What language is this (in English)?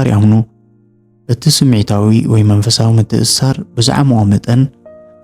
Tigrinya